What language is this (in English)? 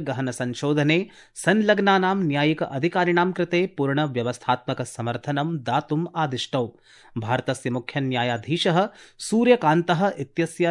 Sanskrit